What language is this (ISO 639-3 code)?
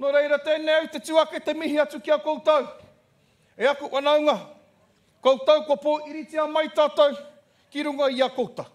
mri